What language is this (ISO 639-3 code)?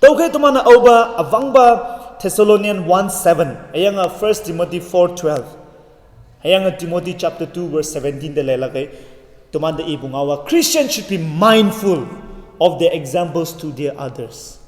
nbe